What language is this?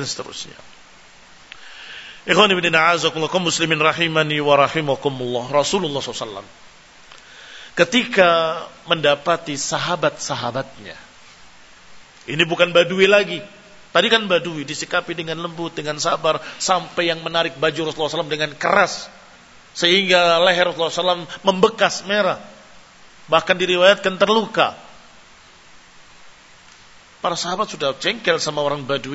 Indonesian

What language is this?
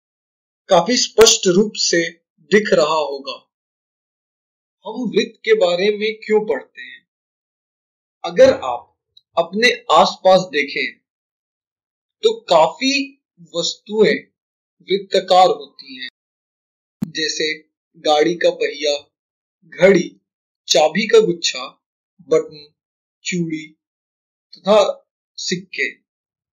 Hindi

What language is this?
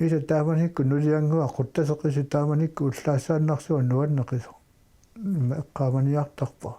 Kalaallisut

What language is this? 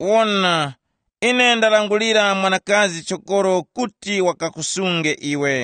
Tumbuka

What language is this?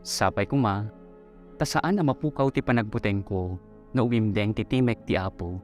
Iloko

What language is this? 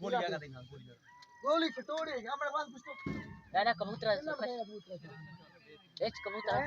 Saraiki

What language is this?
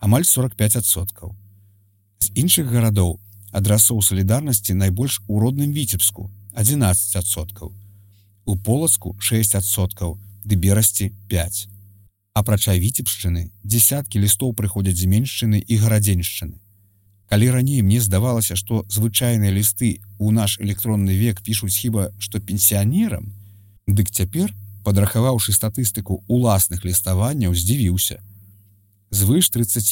Belarusian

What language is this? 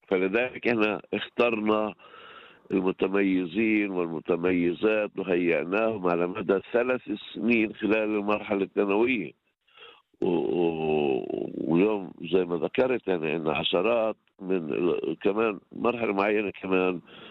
North Levantine Arabic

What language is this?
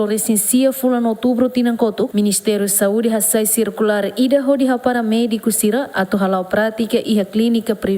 Tetum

